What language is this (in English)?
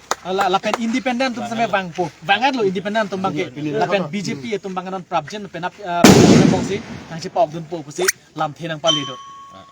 Karbi